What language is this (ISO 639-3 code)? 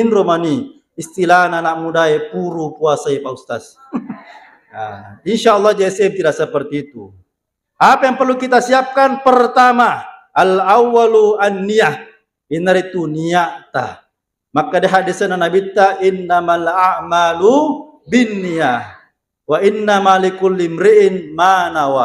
bug